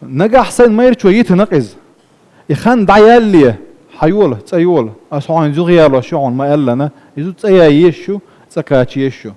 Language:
Chechen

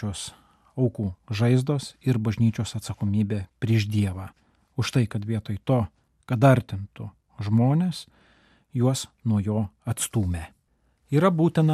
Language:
Lithuanian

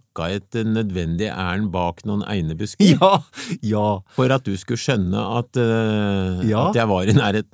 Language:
Norwegian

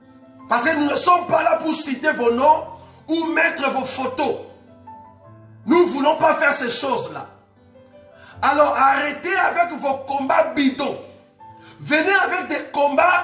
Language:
French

